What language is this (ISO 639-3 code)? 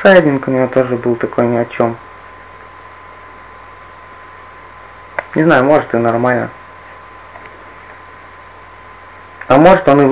rus